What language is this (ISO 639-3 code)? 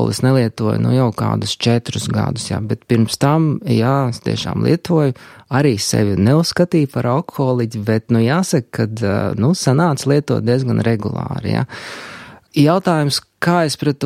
lav